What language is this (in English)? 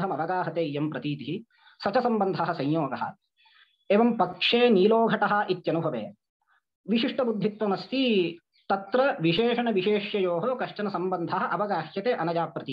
Sanskrit